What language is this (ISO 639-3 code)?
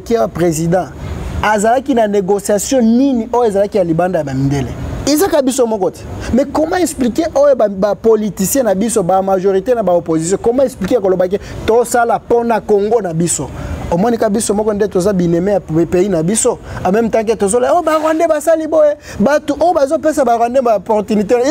lin